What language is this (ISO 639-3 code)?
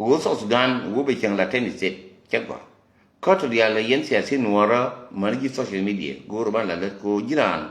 nus